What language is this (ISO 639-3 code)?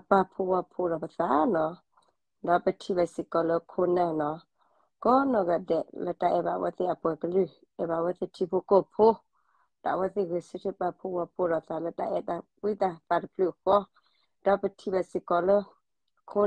ksw